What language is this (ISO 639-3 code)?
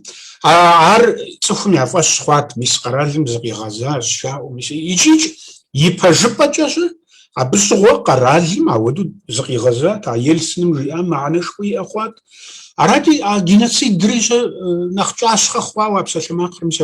kbd